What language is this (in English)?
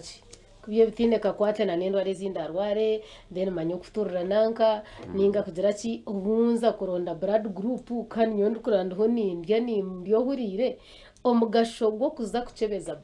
Nyankole